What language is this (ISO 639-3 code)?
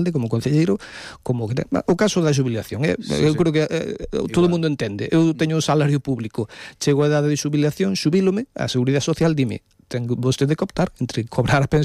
glg